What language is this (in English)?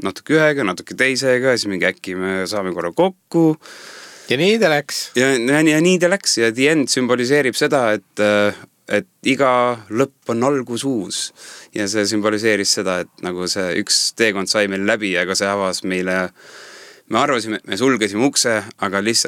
Estonian